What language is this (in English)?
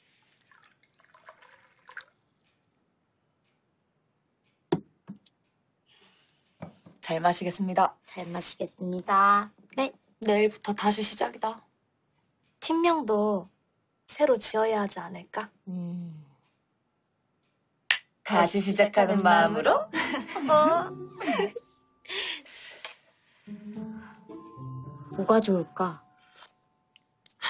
Korean